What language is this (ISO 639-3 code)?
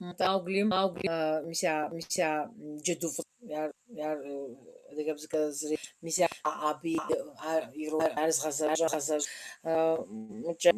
kbd